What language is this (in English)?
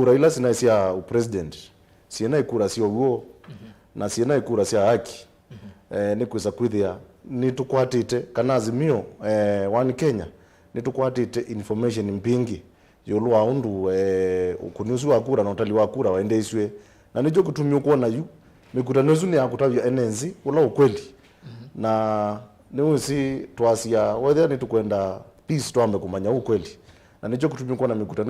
Kamba